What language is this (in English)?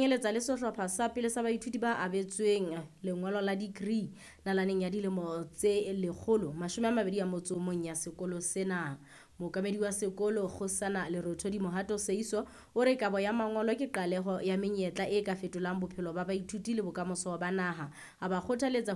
Southern Sotho